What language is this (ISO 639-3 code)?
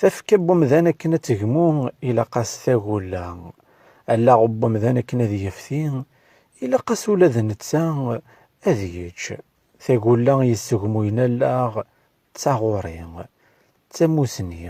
kab